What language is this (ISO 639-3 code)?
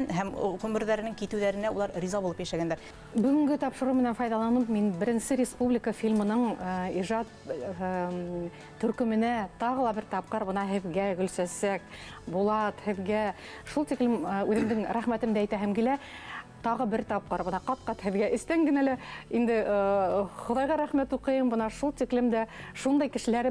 bak